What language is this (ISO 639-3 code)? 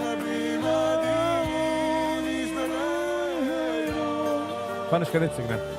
yid